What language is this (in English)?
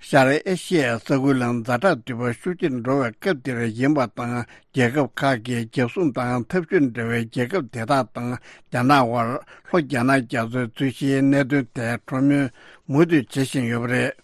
Tibetan